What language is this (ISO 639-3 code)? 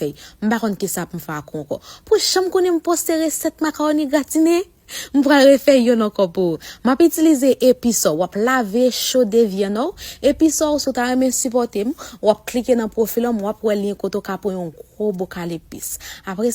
hat